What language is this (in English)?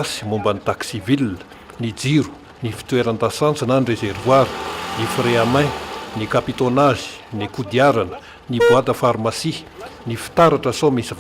Malagasy